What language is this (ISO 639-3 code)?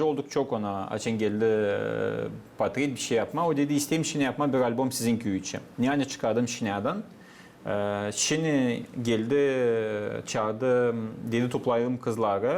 gag